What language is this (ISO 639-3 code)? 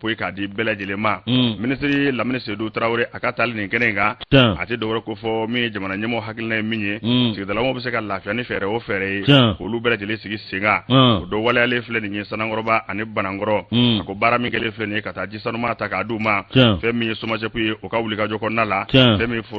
bam